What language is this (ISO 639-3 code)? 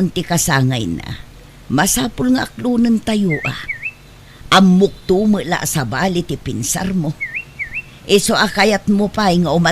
ilo